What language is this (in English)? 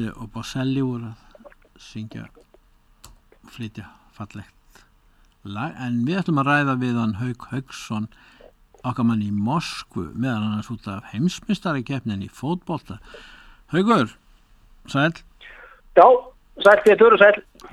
Icelandic